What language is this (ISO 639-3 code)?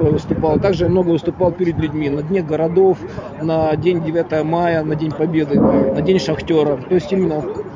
rus